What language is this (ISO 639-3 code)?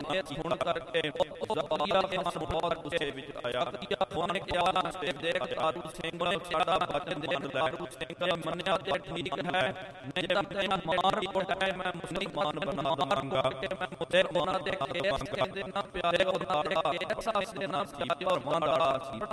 pan